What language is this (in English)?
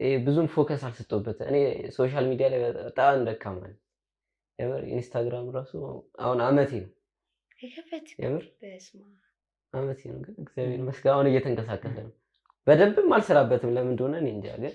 Amharic